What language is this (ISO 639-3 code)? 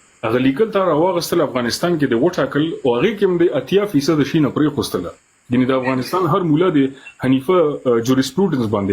pus